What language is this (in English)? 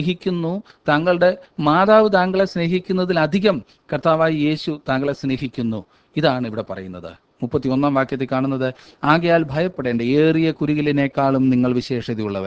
Malayalam